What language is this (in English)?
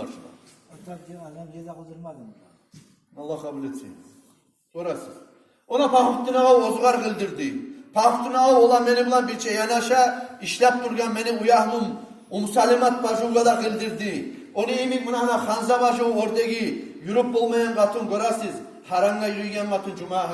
Kumyk